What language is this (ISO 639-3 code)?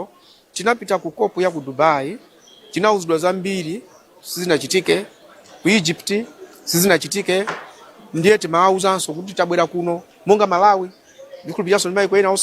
nya